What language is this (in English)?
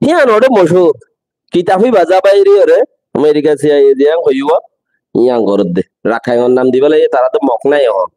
Rohingya